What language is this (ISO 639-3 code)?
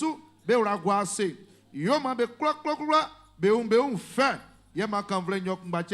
bci